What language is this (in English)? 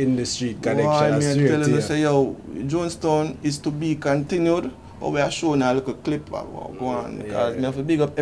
Jamaican Creole English